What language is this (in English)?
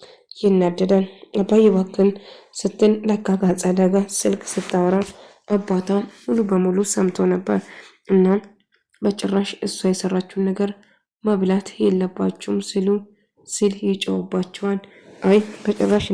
Amharic